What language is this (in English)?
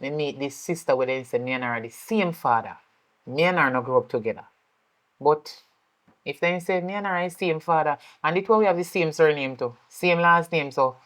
Jamaican Creole English